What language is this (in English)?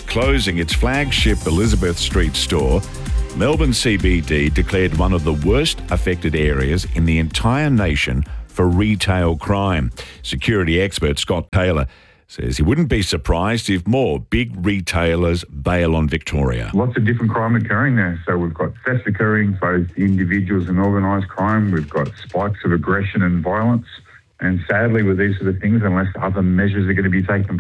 English